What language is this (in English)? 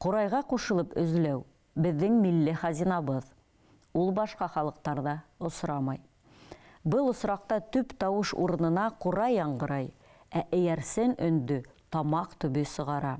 Bashkir